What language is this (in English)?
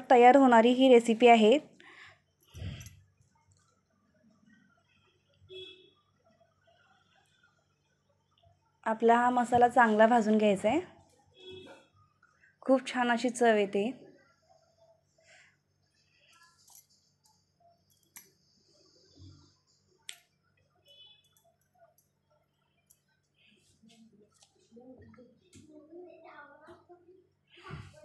Marathi